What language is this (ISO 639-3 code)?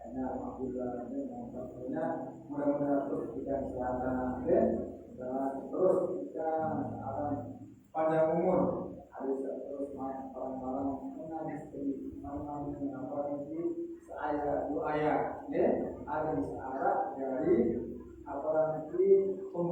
sas